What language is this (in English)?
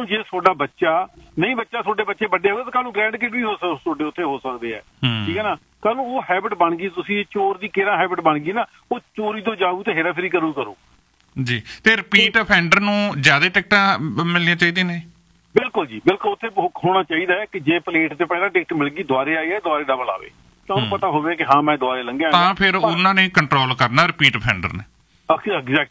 Punjabi